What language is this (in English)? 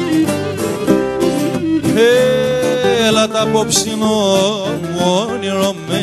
Greek